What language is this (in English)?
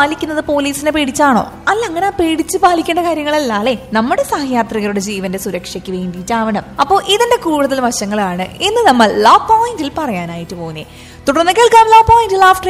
Malayalam